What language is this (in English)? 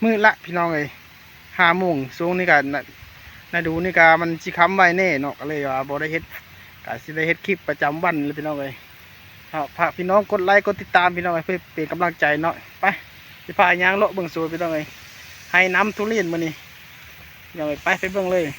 Lao